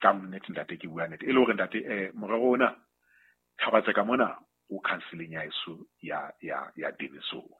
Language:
Southern Sotho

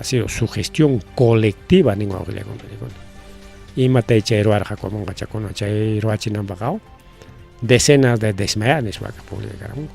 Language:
Ayacucho Quechua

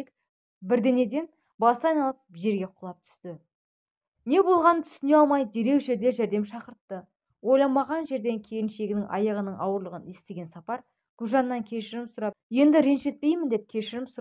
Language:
Kazakh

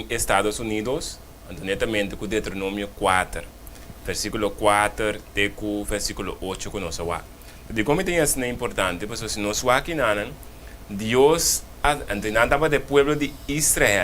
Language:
Papiamento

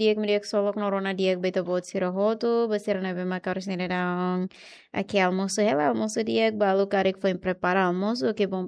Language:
Tetum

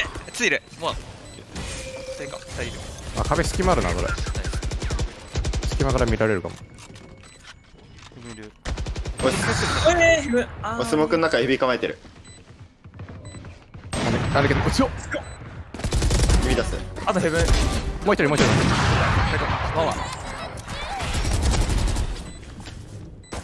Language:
Japanese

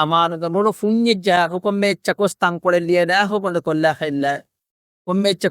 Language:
Divehi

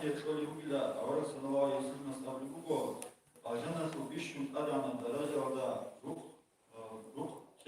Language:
Avaric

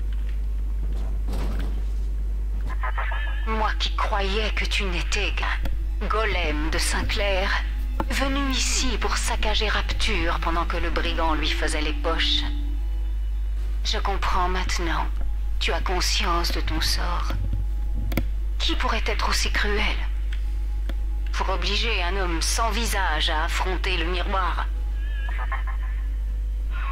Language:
French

